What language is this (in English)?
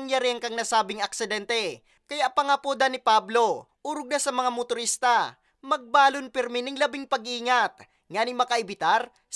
Bikol